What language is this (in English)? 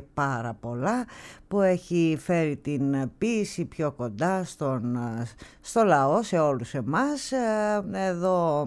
Greek